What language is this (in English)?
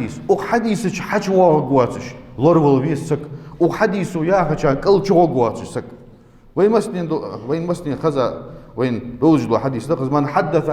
Ingush